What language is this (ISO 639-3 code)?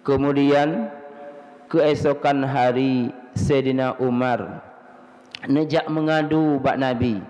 ace